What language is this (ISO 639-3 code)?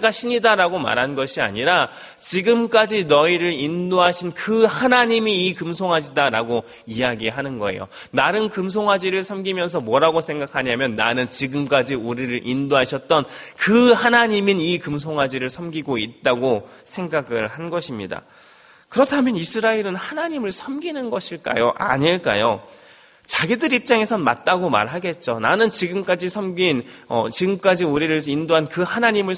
kor